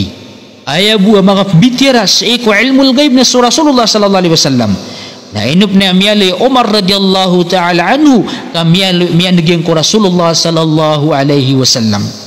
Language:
Maranao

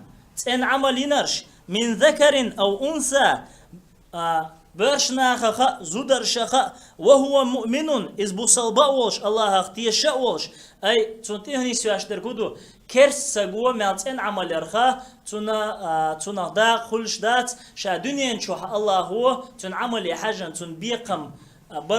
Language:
Chechen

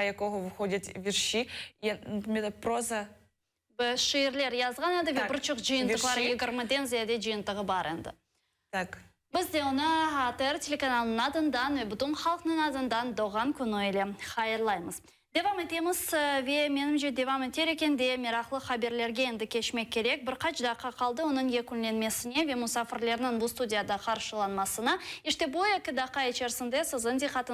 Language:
Crimean Tatar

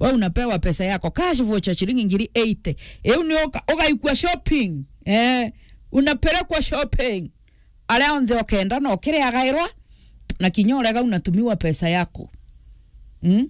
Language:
Meru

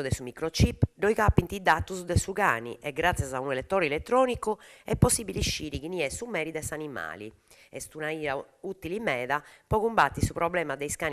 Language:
Sardinian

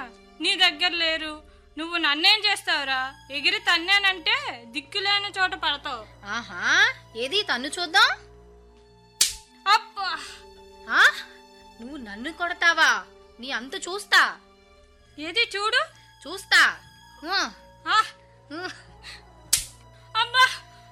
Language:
Telugu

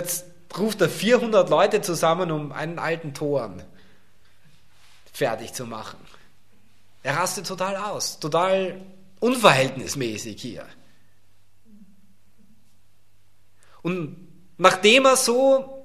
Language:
German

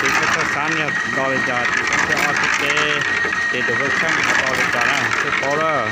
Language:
Hmong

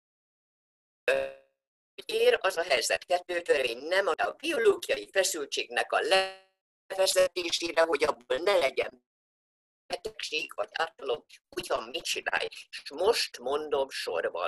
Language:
Hungarian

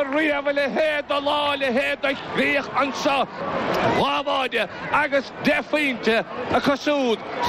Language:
Irish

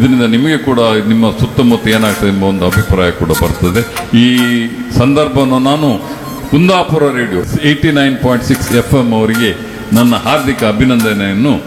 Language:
Kannada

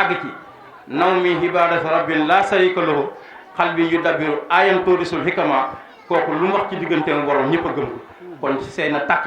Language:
Wolof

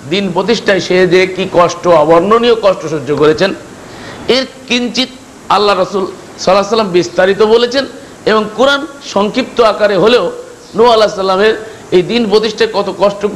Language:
Bangla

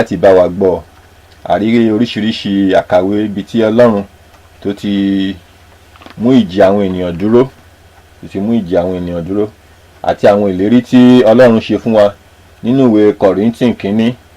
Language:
Yoruba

